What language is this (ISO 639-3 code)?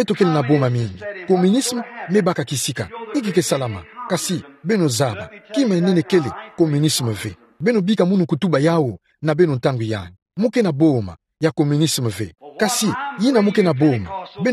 ktu